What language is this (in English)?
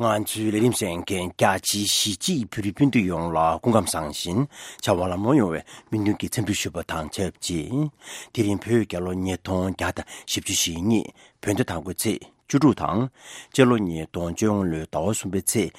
Tibetan